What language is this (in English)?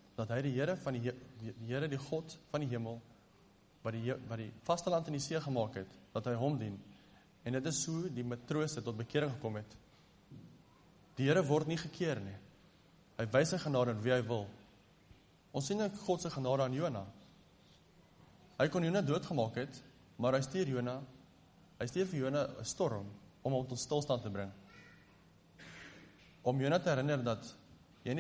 Afrikaans